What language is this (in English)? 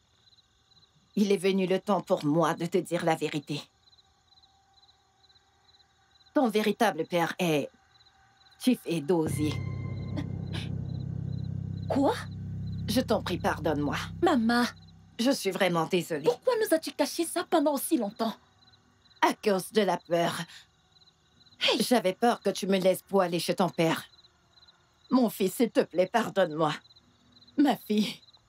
French